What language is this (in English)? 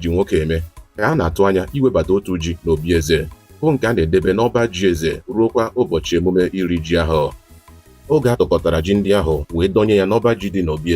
Igbo